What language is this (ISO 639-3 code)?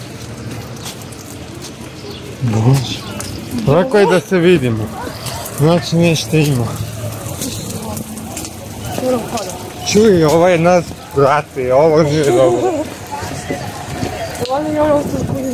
hrv